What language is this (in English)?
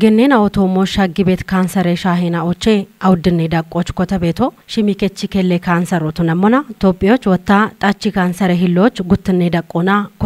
Kafa